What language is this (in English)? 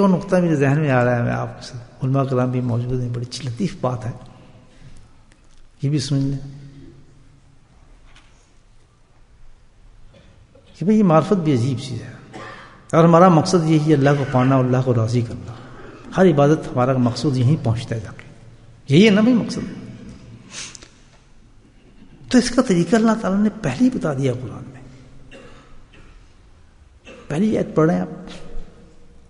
Urdu